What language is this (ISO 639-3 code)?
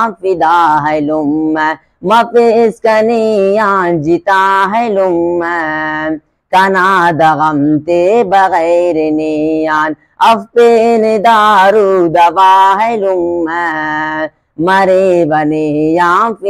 brh